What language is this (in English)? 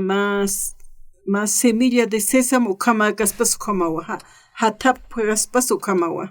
Aymara